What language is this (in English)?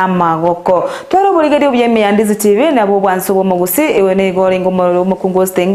Gusii